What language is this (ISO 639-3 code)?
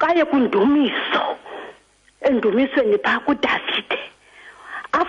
xho